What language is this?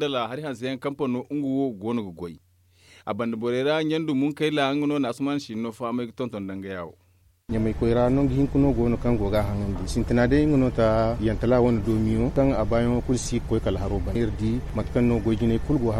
Zarma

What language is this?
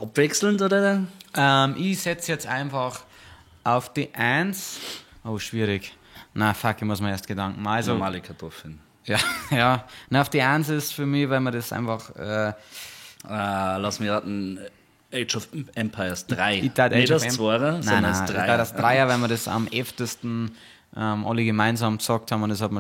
Bavarian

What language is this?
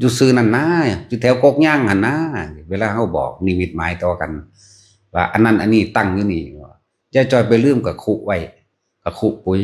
Lao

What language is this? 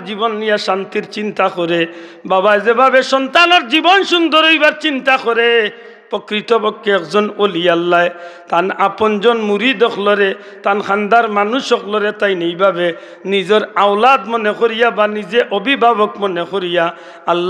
Sylheti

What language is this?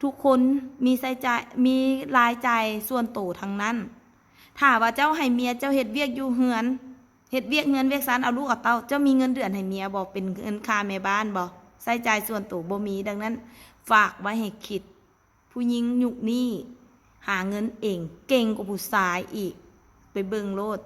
Lao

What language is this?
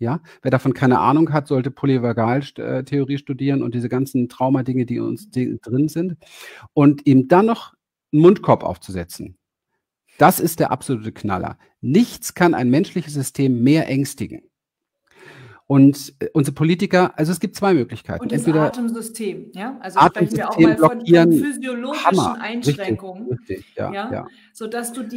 German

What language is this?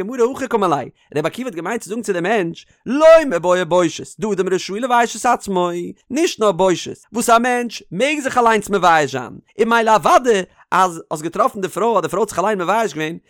Yiddish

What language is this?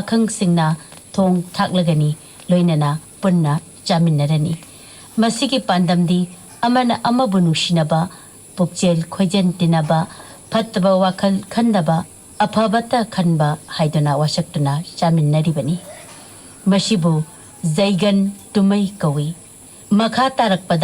Manipuri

